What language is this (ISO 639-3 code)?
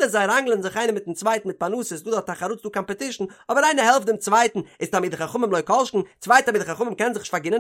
yid